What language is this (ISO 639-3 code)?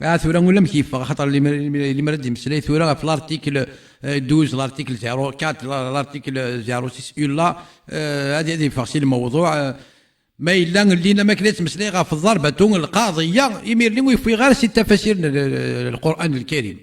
kab